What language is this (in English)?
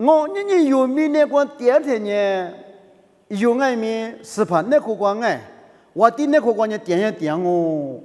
Lisu